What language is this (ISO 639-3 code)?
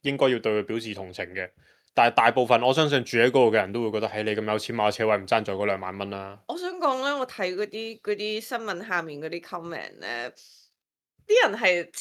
yue